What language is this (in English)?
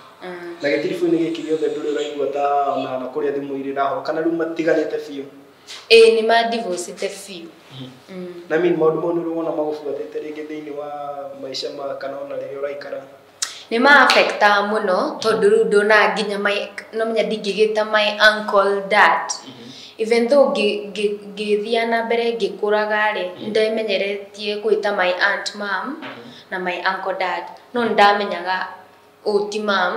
Kikuyu